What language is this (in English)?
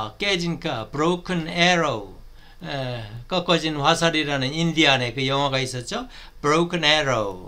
Korean